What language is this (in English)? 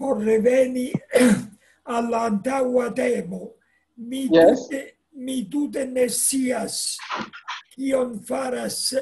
Esperanto